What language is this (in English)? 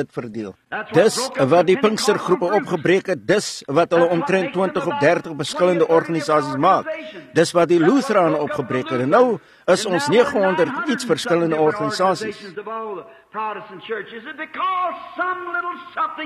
Afrikaans